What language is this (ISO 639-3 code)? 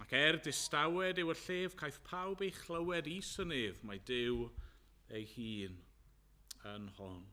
cym